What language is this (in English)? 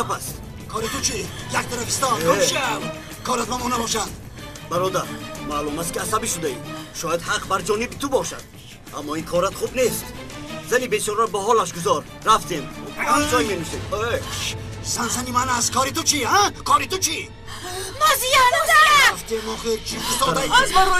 Tajik